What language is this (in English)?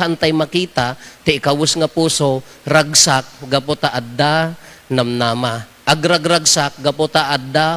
Iloko